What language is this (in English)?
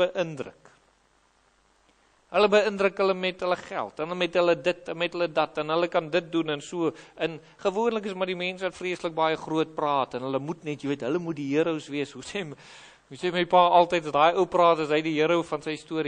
Afrikaans